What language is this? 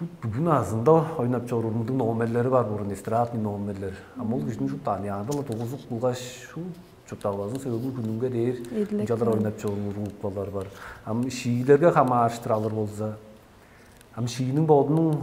Tuvinian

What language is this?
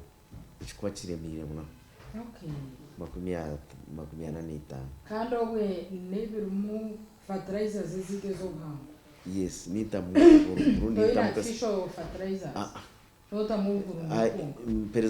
Nyankole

